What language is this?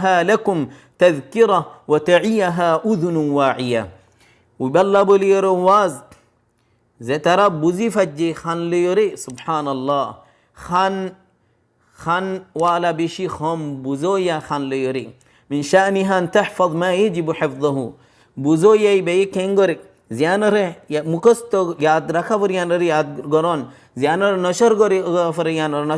Rohingya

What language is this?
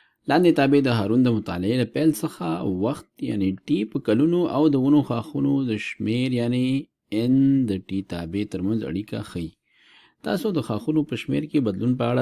Pashto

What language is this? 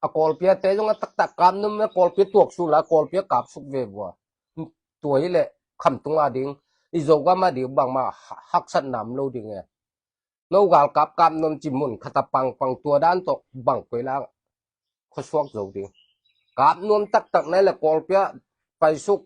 Tedim Chin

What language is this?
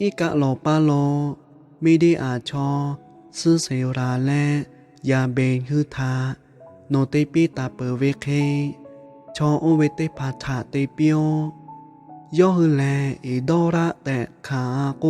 Lahu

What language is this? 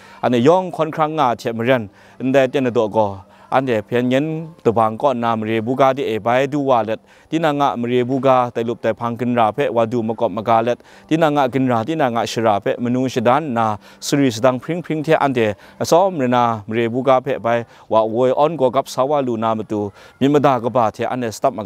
Kachin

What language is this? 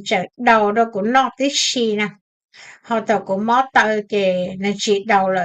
Hmong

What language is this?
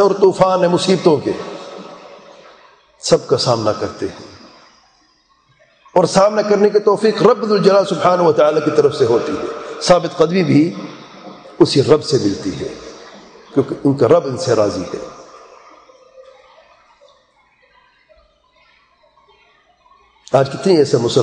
Urdu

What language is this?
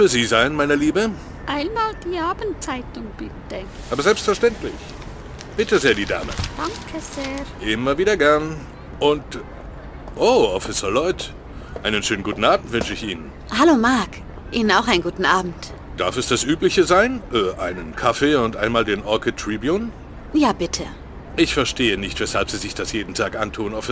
German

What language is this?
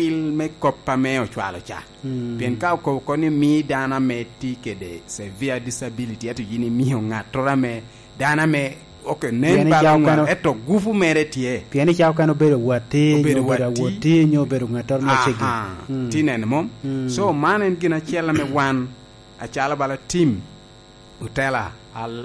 Lango (Uganda)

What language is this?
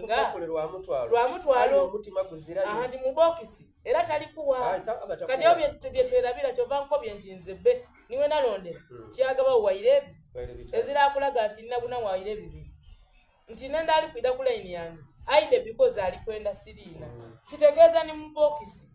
Soga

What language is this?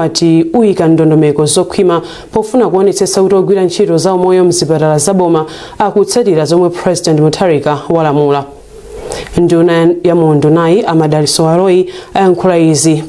Nyanja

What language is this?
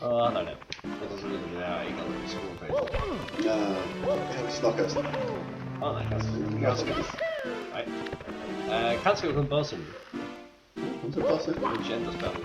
Faroese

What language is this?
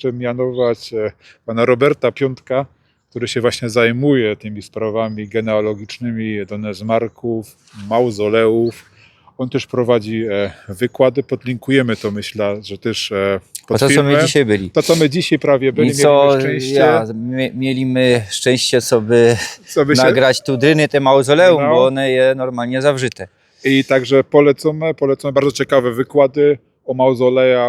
Silesian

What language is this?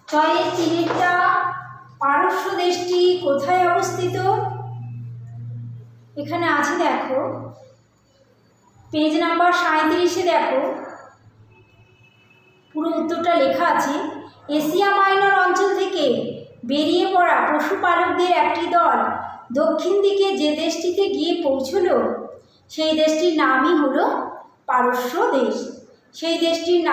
Bangla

